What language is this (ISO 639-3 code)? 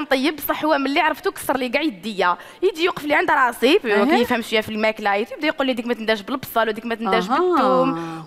arq